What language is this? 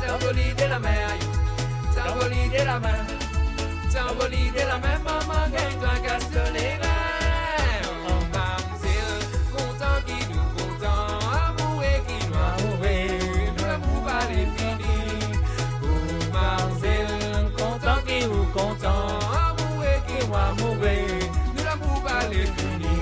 Morisyen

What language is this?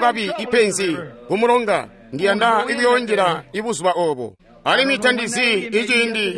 Tonga (Zambia)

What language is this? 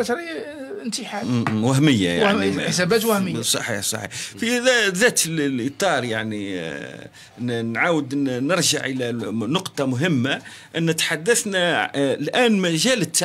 Algerian Arabic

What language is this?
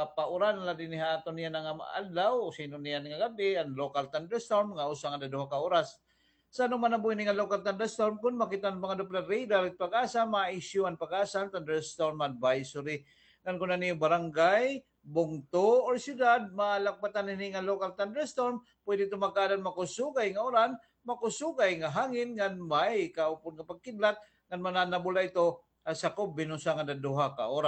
Waray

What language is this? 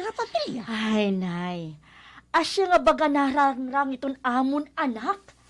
Waray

